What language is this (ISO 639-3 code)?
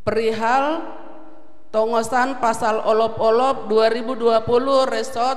bts